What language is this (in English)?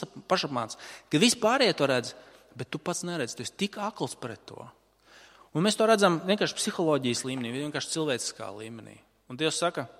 Latvian